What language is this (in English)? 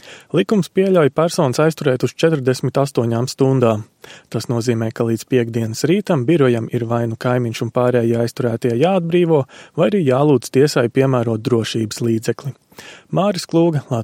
Latvian